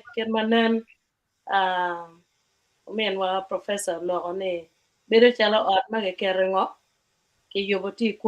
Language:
Acoli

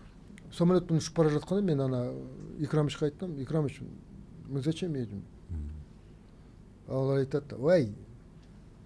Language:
Kazakh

